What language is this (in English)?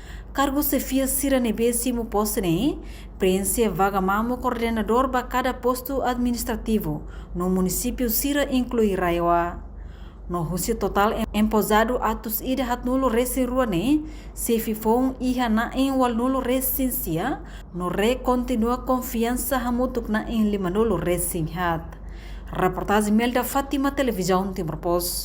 Tetum